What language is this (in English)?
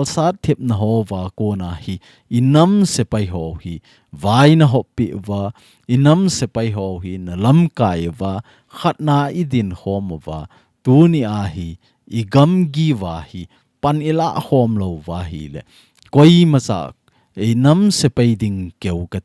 Thado Chin